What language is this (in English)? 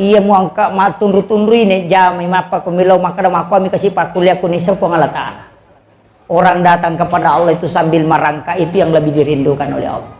Buginese